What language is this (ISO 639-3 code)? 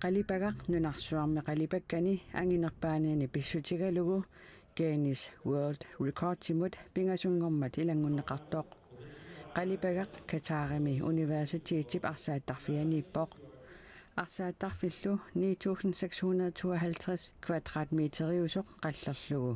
kal